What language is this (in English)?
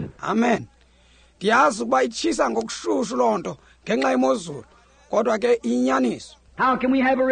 Xhosa